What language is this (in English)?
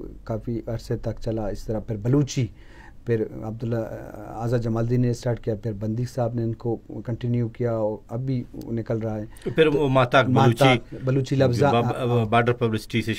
Eastern Balochi